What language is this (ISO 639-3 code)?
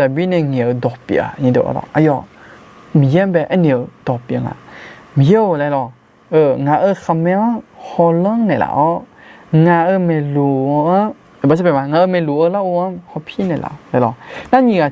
ahk